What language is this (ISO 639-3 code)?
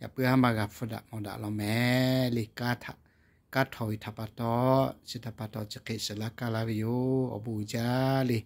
lhu